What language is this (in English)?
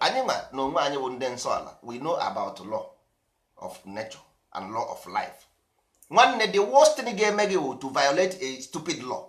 Igbo